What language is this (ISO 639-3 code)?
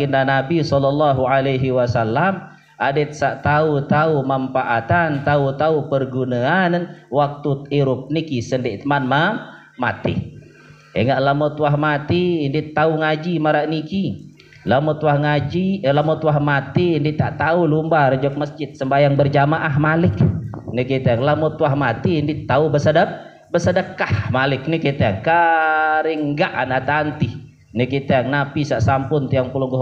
sas